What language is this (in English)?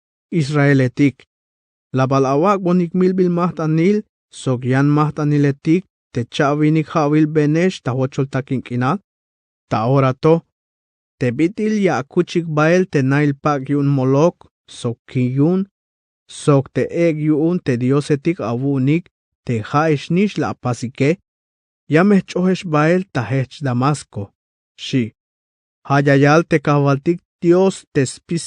Tzeltal